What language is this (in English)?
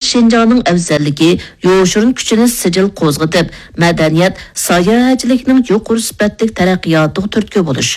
Uyghur